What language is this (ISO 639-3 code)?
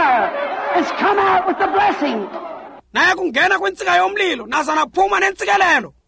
xho